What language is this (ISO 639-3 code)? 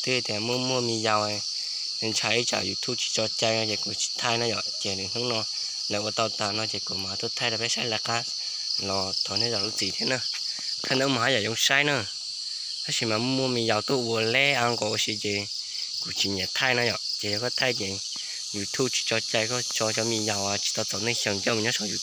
hmn